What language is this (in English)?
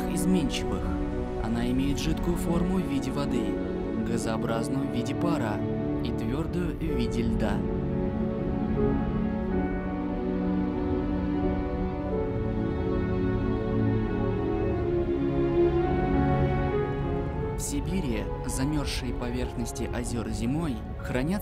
Russian